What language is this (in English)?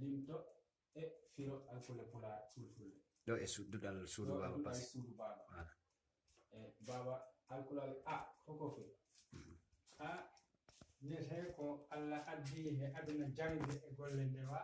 Fula